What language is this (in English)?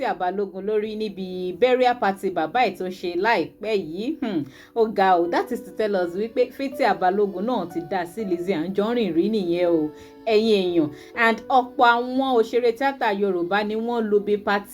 Yoruba